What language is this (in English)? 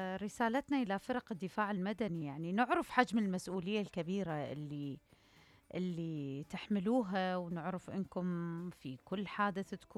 Mesopotamian Arabic